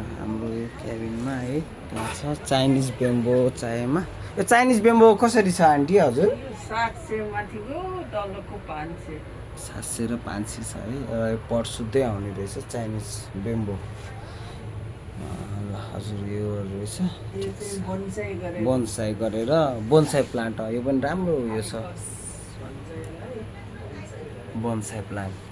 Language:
Nepali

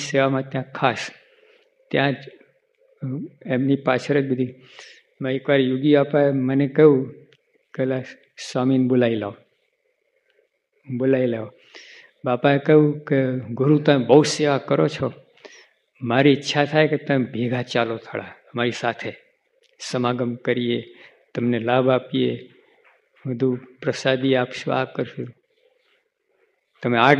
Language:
Gujarati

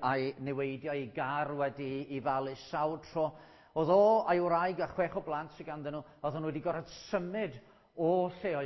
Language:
Welsh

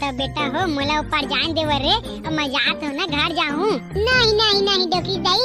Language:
Chhattisgarhi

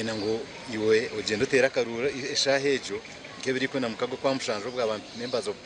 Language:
Nyankole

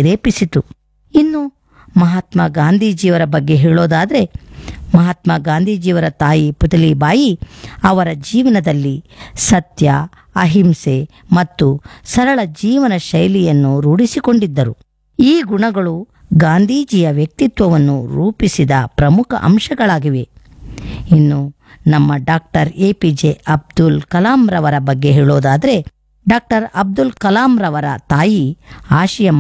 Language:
Kannada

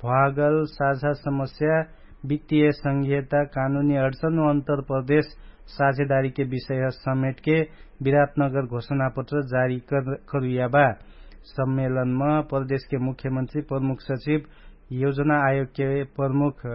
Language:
Dangaura Tharu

